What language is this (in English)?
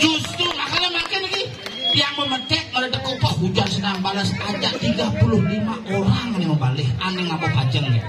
Balinese